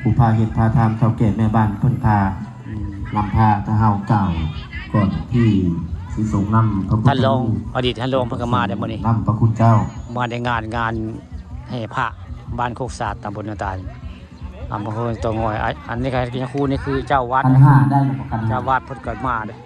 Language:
Northeastern Thai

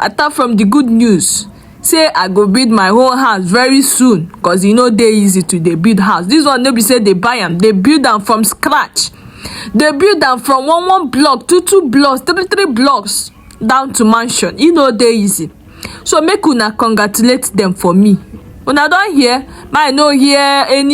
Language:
Nigerian Pidgin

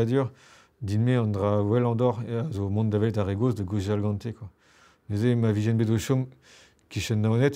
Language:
Breton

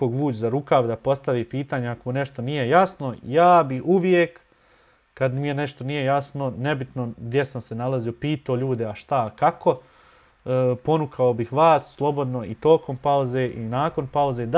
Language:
Bosnian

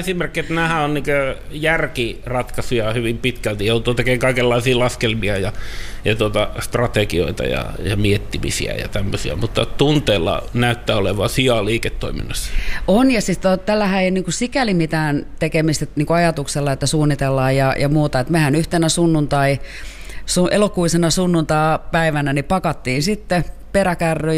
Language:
Finnish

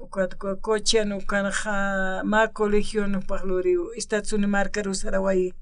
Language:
Aymara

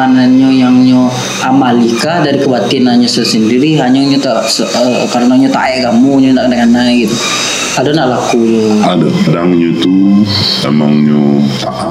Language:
Minangkabau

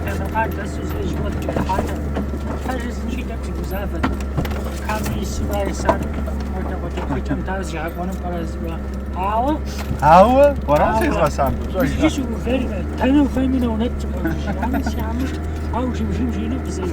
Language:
Kabardian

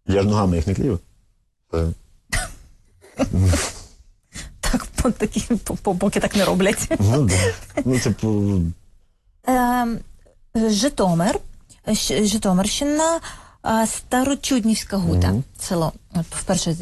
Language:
Ukrainian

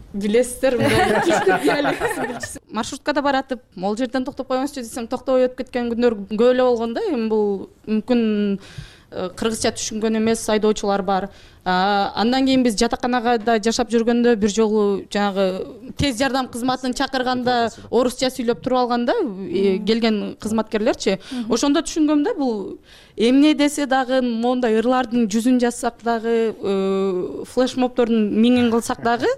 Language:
Kyrgyz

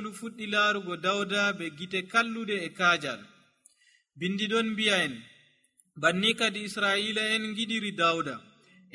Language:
Nigerian Fulfulde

